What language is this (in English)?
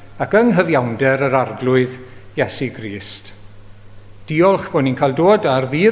Welsh